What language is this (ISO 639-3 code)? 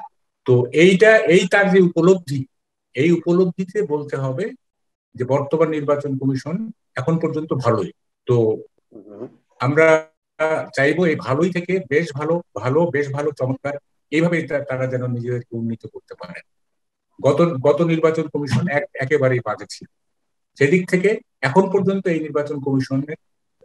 ben